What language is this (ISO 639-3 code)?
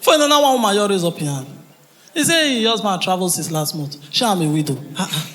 pcm